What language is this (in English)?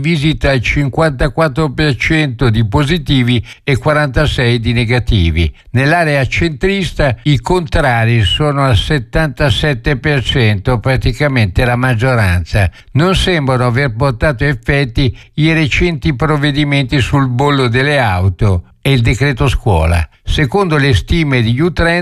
Italian